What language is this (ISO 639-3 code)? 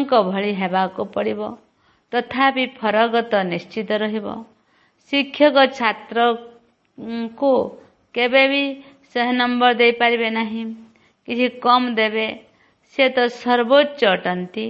ori